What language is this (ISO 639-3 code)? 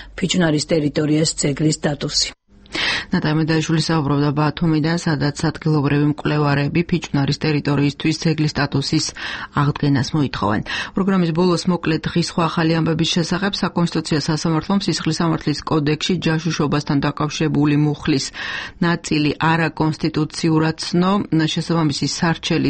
kat